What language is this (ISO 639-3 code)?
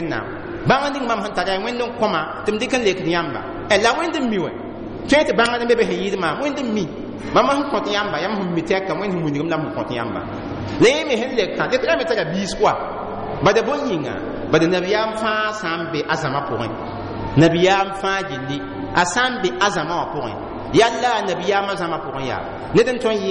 mos